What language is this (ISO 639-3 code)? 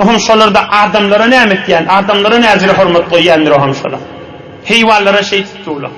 tuk